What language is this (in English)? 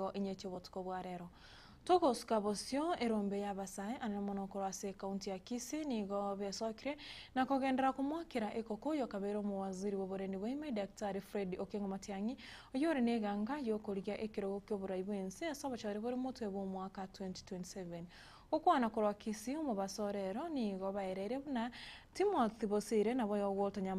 Gusii